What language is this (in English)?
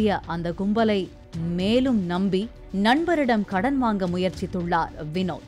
Tamil